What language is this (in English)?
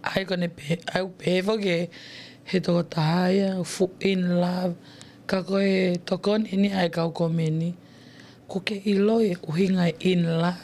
Tongan